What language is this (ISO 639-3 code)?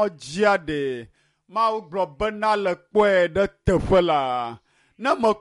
ewe